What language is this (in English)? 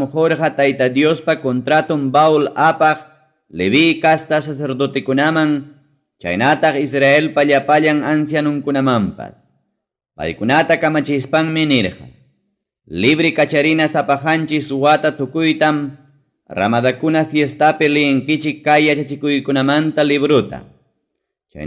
Ayacucho Quechua